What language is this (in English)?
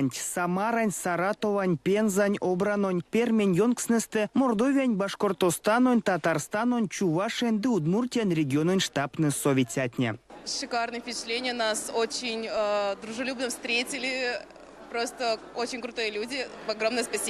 Erzya